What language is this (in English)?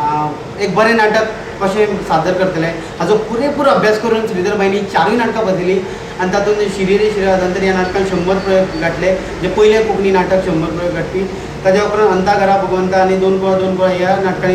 Konkani